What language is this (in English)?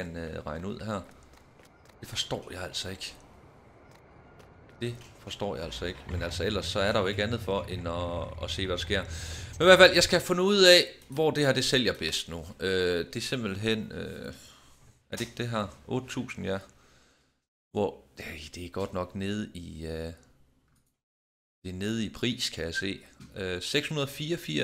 Danish